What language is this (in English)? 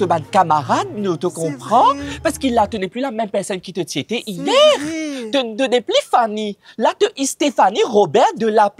Morisyen